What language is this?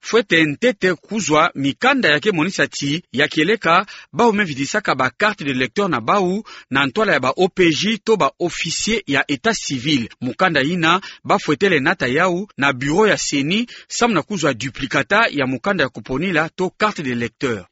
Kituba (Democratic Republic of Congo)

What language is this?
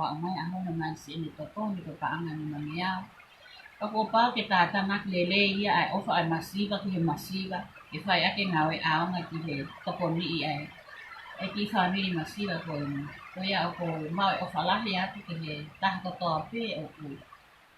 Tongan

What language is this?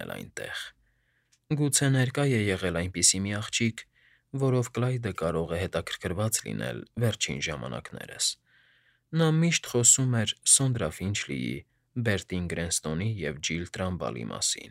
Armenian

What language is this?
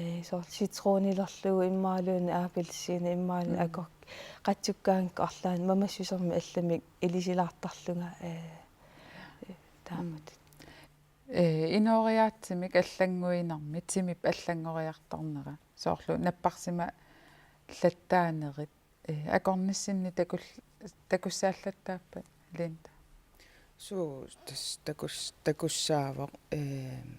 Kalaallisut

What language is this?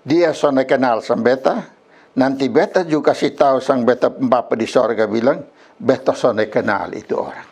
Kupang Malay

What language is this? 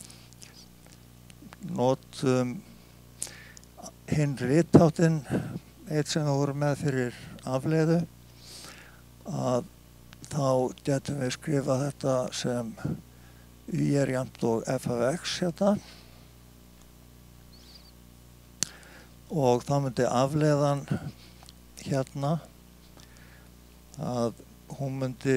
Icelandic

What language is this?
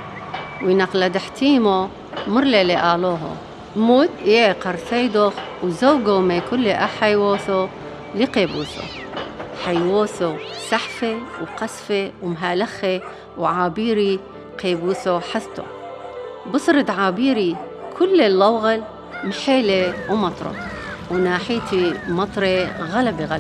Turoyo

